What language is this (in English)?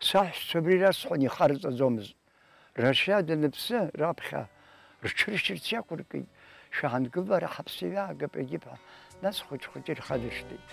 Abkhazian